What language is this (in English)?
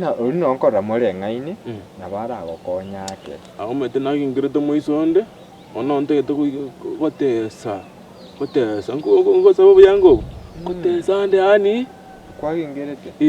Gusii